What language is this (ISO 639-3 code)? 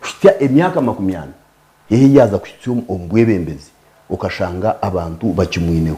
nyn